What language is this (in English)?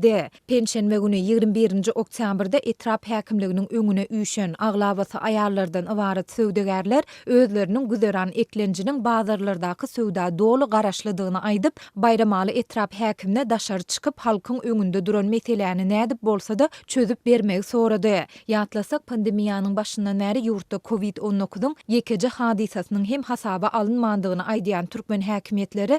Turkmen